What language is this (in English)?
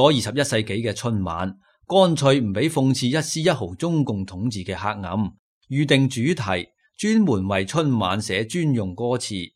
Cantonese